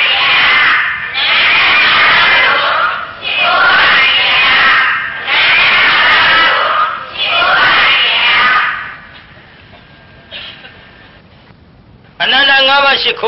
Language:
Burmese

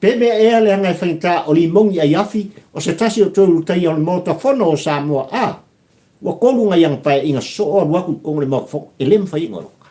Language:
Samoan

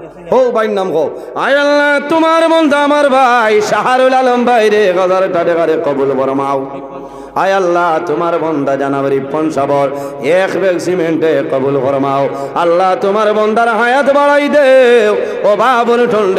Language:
Sylheti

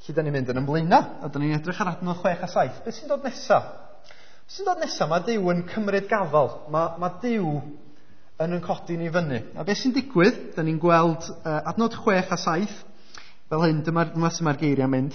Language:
Welsh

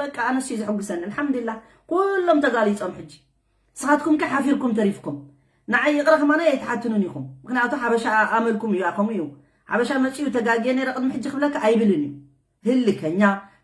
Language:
Tigrinya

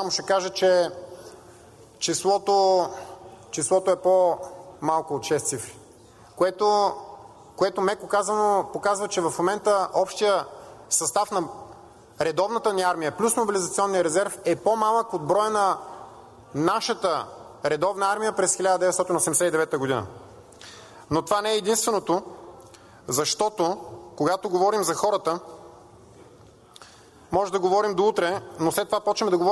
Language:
Bulgarian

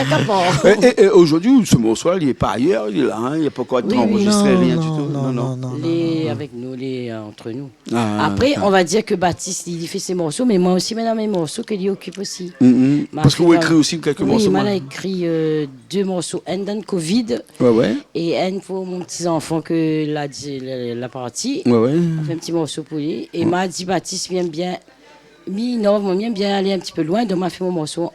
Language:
Réunion Creole French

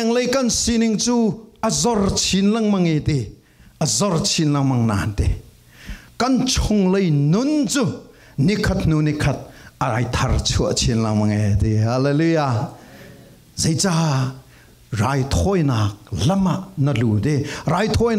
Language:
Falam Chin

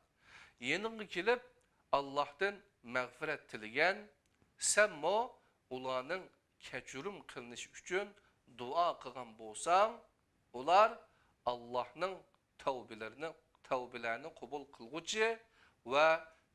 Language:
Uyghur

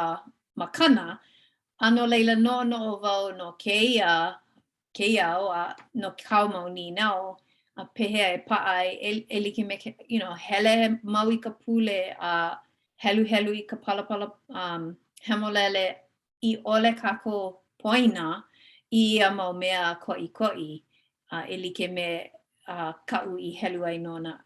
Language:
Hawaiian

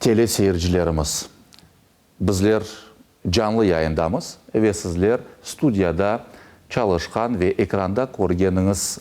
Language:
Crimean Tatar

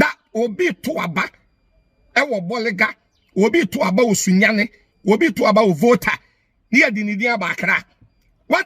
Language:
Akan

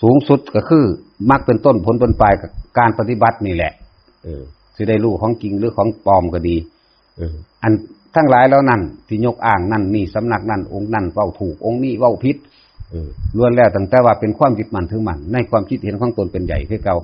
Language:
Northeastern Thai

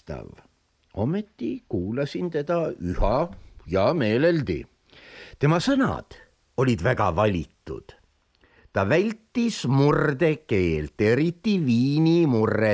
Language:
Estonian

